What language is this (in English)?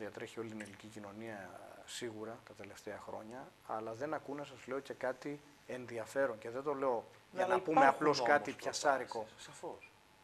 Greek